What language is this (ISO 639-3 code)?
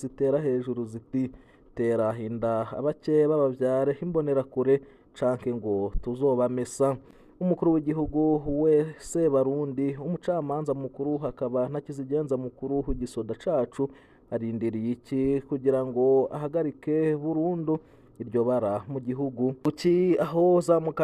run